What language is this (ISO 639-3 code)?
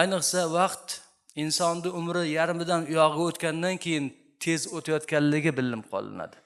uzb